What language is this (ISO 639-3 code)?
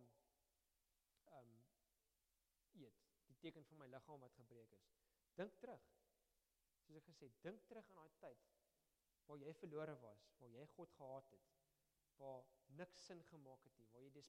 afr